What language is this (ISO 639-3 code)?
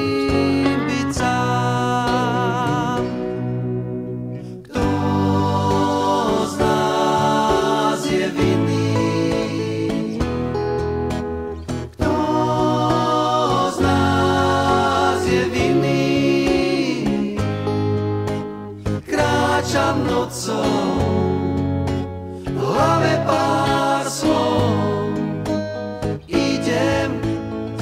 slk